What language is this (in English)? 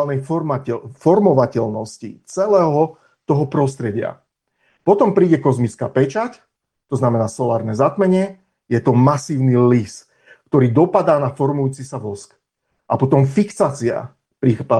Slovak